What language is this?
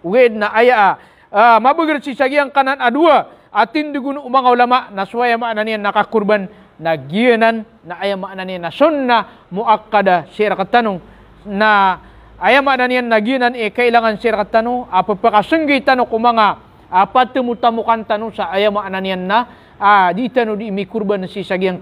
Maranao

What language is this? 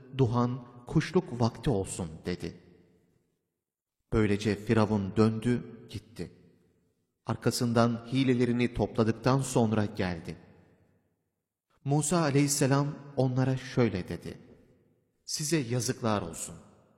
Turkish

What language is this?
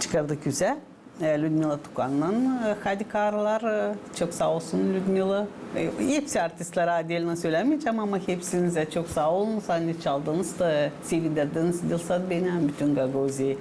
Gagauz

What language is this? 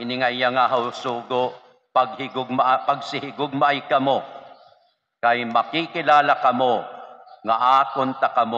Waray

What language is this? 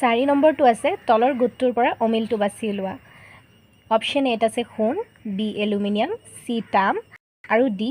Assamese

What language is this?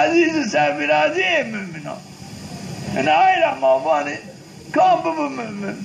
Zaza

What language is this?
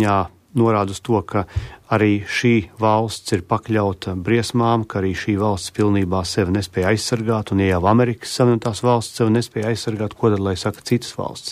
Latvian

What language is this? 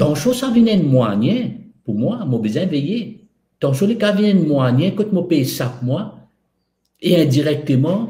Morisyen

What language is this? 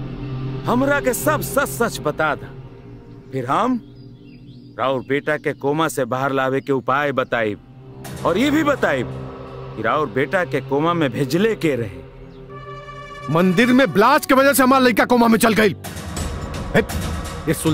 Bhojpuri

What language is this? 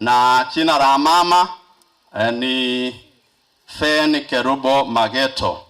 Gusii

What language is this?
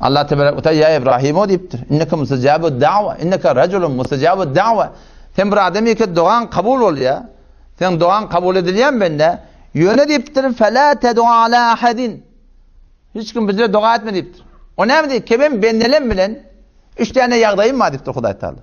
Turkmen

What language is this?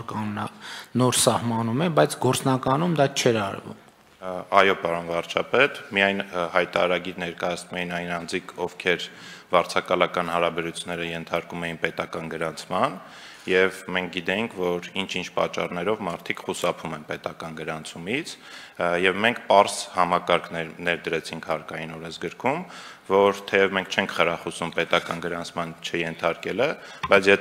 Armenian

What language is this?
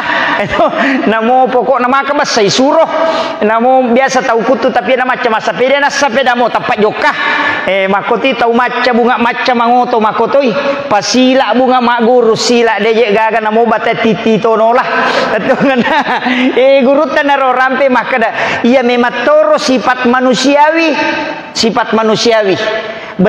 Buginese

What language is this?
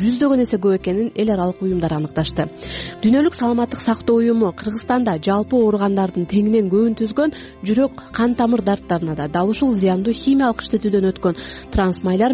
Kyrgyz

